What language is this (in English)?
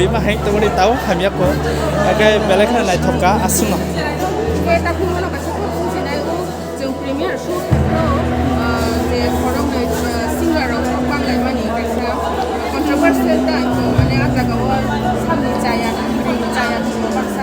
Kok Borok